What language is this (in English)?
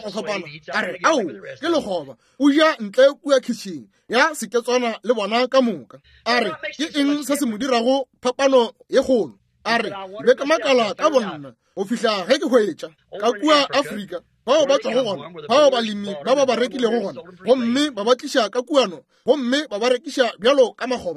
Northern Sotho